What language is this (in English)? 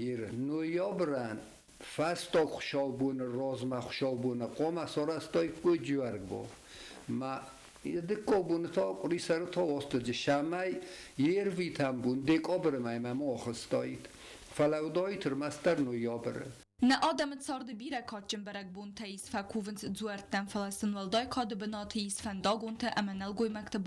Ossetic